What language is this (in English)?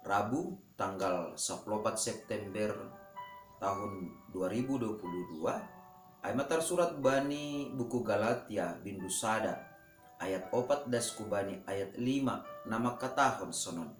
Batak Simalungun